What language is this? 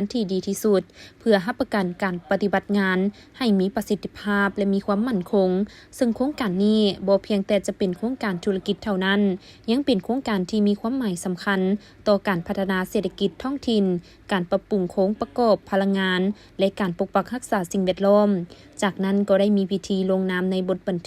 Lao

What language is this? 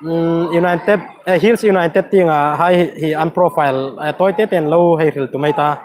Hmar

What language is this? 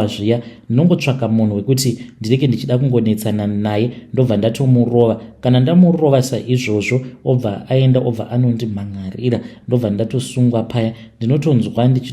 Shona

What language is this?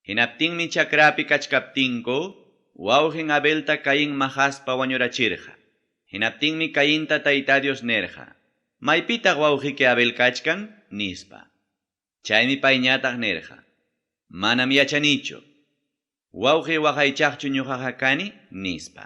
Ayacucho Quechua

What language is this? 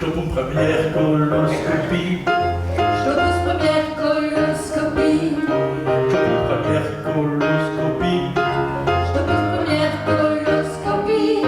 Picard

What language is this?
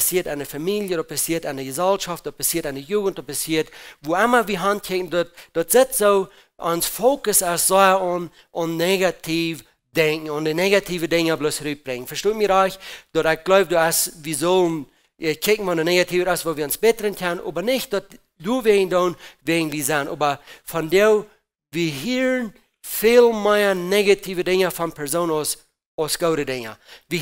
Plautdietsch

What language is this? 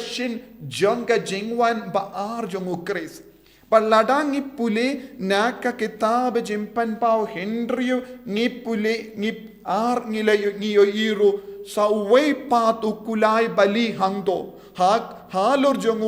Khasi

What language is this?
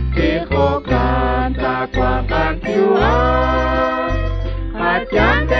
Kekchí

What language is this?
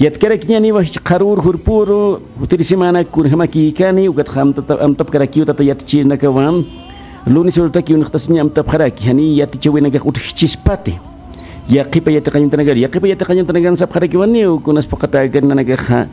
Aymara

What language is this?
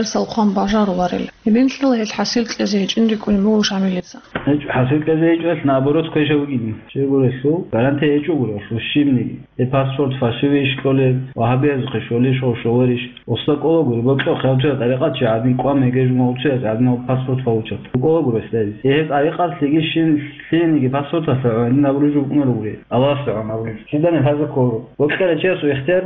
Avaric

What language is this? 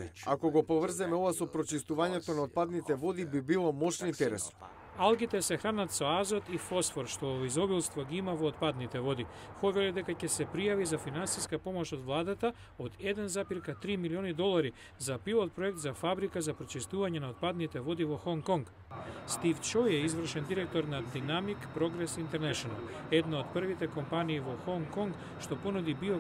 Macedonian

